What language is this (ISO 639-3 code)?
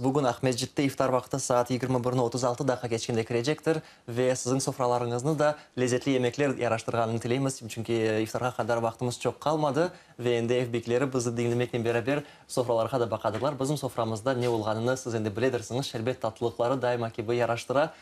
crh